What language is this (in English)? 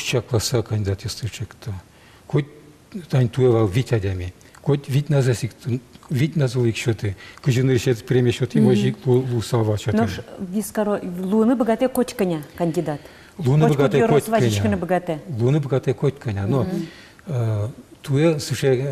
Udmurt